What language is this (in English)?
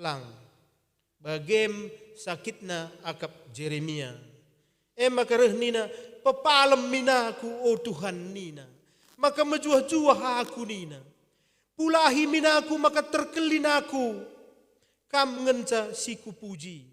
Batak Karo